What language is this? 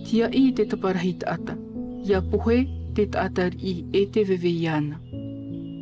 Tahitian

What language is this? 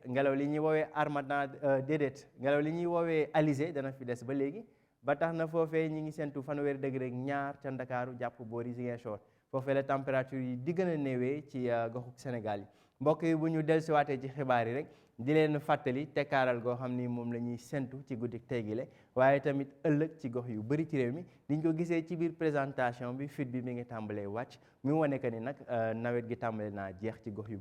Wolof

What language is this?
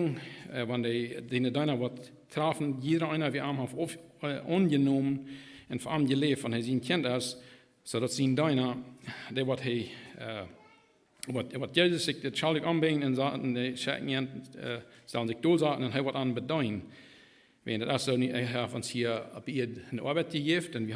Plautdietsch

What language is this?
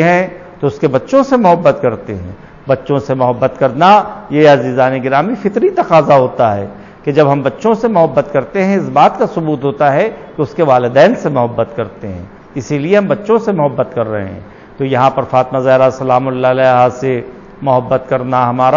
Urdu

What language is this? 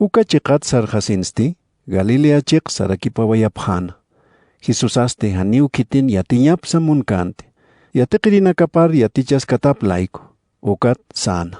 Aymara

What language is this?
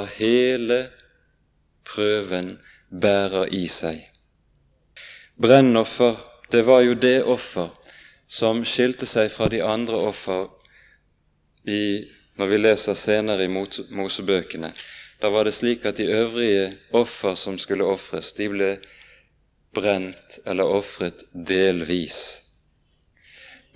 Norwegian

